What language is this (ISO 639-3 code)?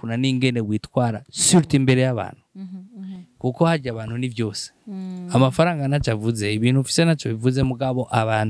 run